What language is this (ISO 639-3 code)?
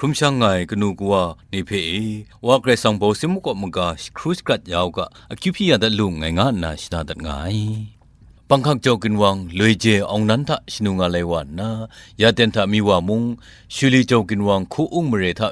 kac